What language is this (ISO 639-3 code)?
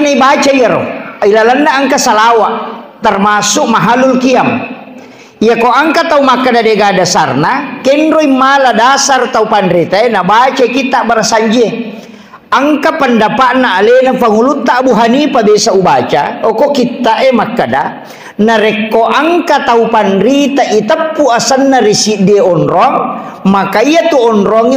bug